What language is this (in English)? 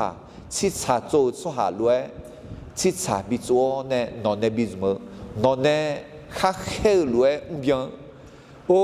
Akha